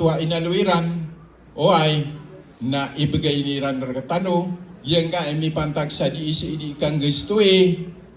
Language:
Maranao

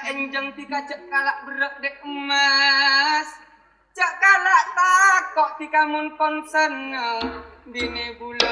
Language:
Madurese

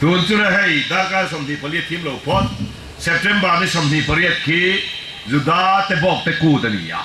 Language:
Falam Chin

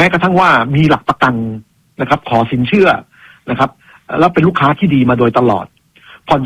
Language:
Thai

